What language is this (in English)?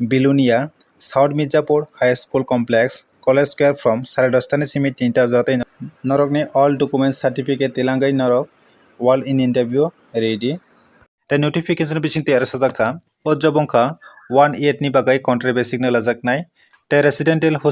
Kok Borok